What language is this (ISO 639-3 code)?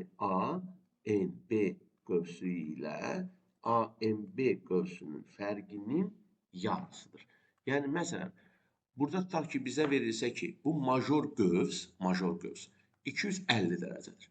aze